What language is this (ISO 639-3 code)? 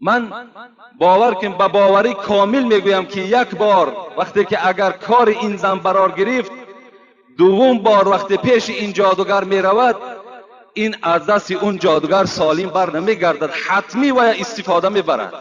tgk